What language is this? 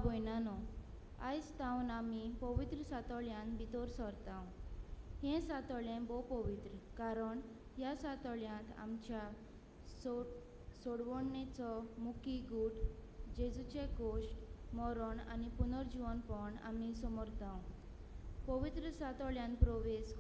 Konkani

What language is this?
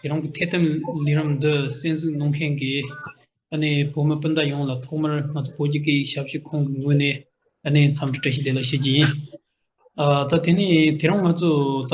Tibetan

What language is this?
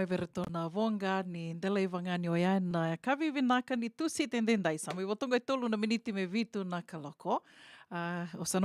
Fijian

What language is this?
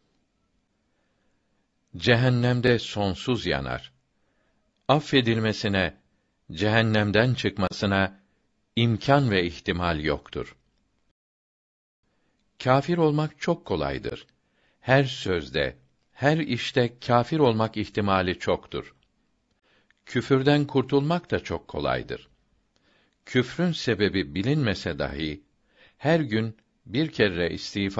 Turkish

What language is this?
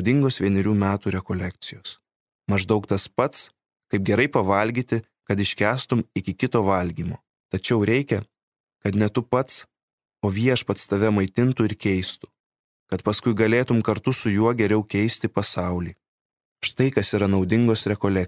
Lithuanian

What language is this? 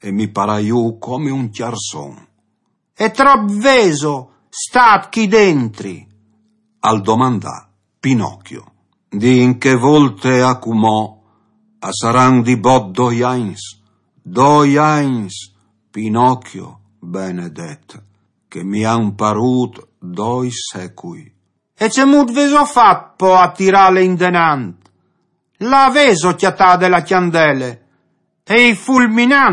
Friulian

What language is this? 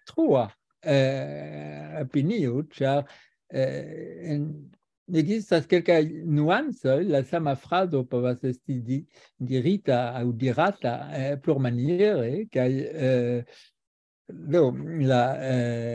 Esperanto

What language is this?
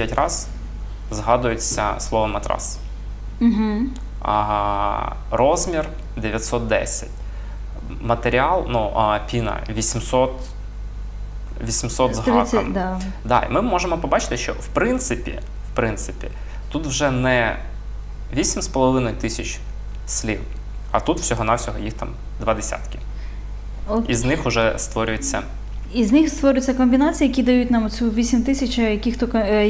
Ukrainian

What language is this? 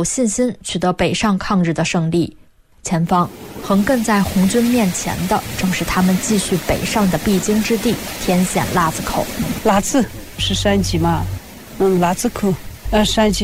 Chinese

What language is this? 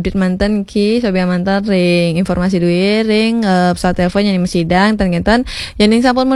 Balinese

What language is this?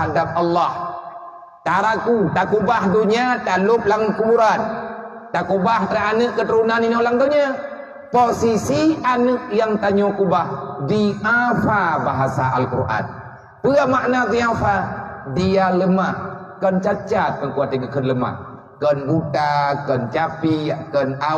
Achinese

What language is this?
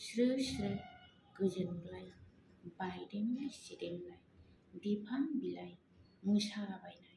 Bodo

